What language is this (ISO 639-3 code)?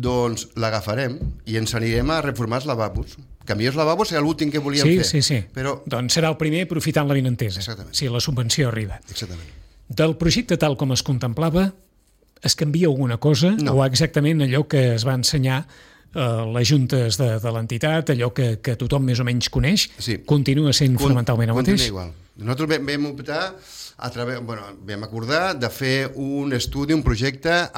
cat